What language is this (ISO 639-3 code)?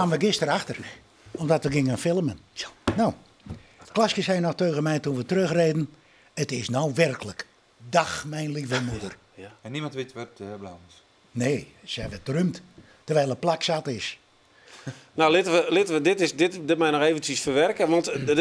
fry